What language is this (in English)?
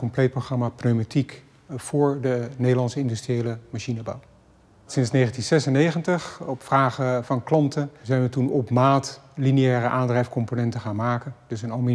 Dutch